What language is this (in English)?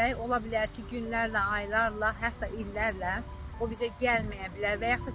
Azerbaijani